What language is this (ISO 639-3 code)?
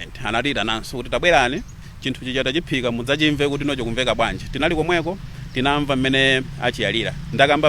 nya